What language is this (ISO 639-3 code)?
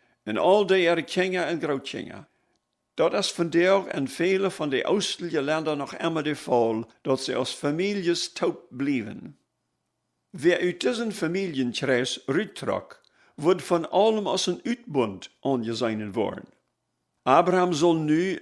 pdt